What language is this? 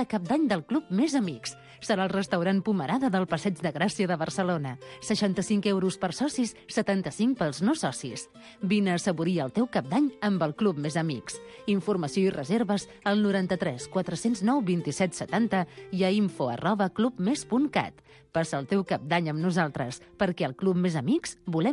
Catalan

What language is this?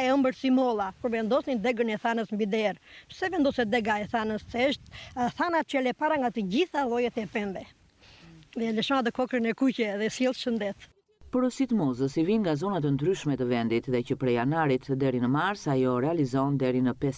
Albanian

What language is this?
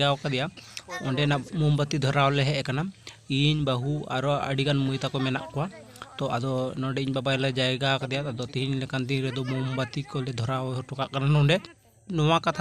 Santali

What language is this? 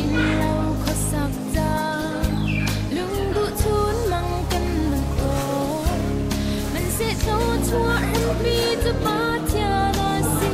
Hakha Chin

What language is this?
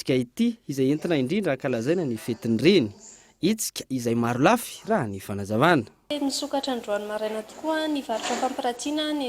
Malagasy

